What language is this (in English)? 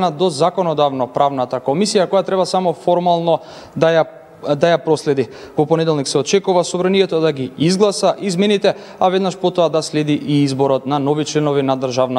Macedonian